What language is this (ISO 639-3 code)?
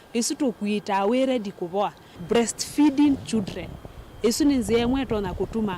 kam